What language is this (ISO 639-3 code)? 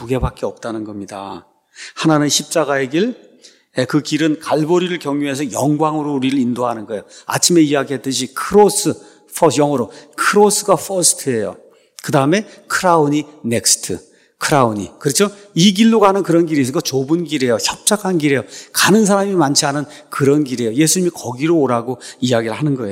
kor